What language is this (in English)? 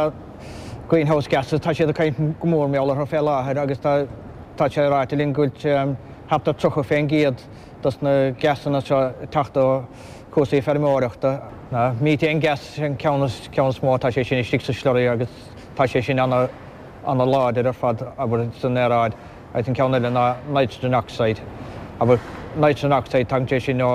Irish